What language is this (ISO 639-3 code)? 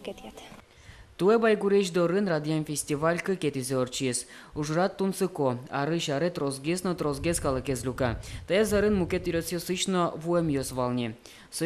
udm